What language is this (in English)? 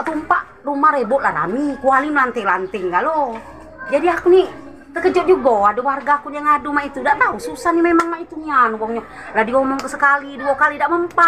Musi